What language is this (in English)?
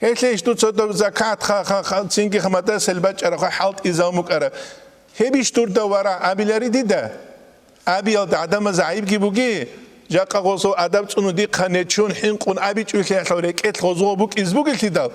Avaric